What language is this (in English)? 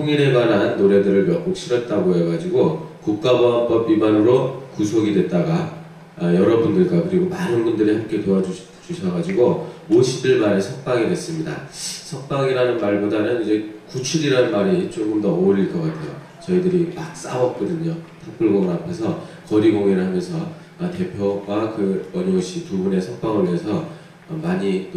Korean